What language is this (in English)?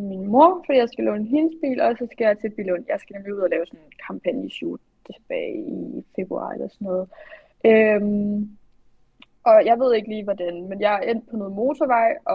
Danish